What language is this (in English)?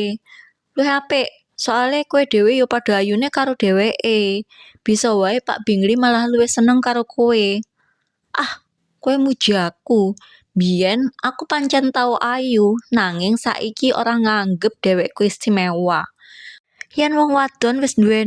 Javanese